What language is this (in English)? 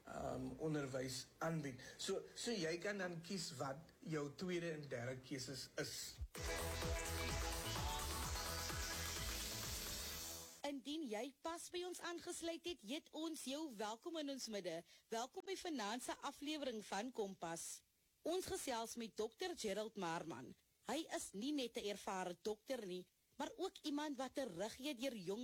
Afrikaans